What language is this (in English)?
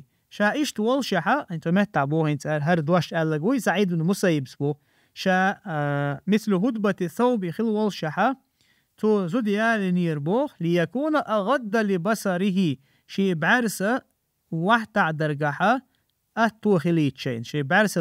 Chechen